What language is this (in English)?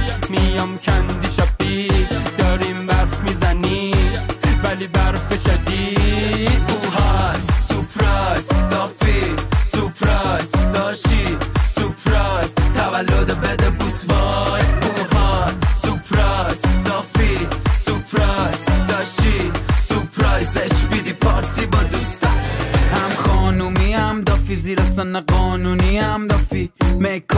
Persian